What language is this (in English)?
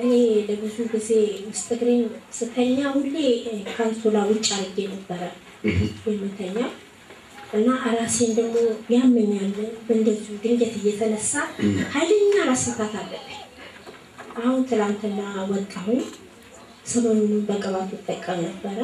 Amharic